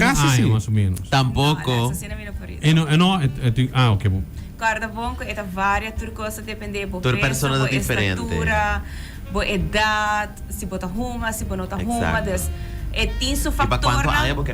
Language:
Papiamento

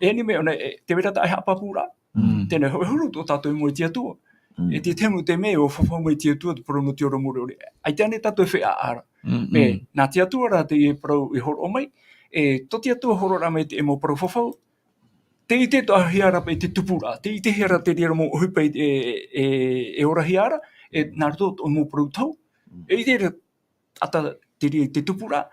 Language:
Tahitian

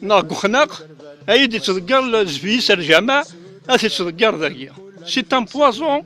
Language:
Kabyle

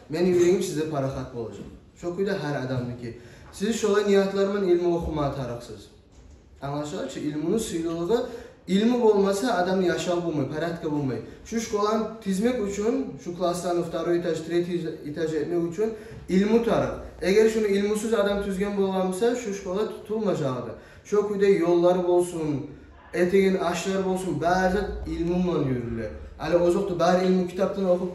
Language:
Kumyk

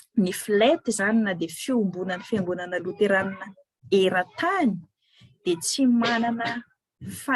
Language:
Malagasy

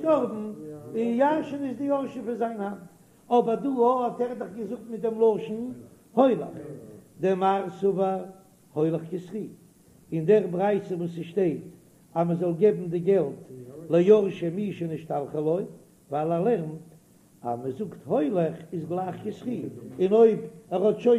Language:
Yiddish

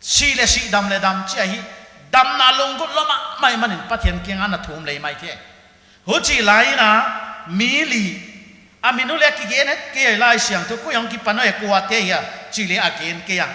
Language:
Paite Chin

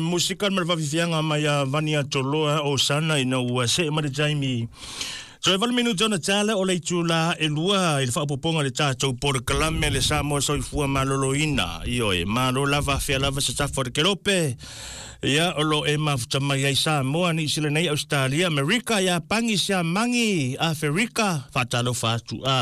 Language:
Samoan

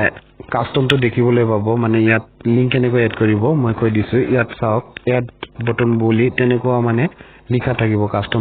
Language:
Assamese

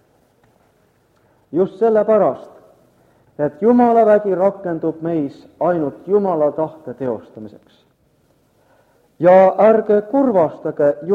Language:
Estonian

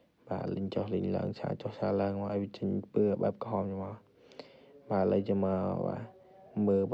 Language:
Khmer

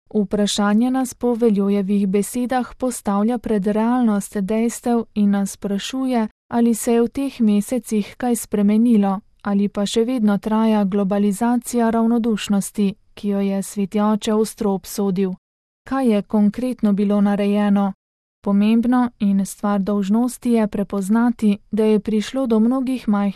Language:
Slovenian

